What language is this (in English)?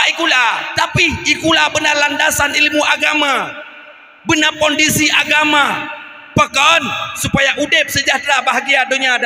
Achinese